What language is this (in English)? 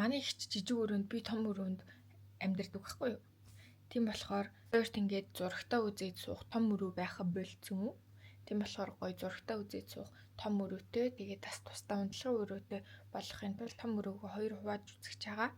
Mongolian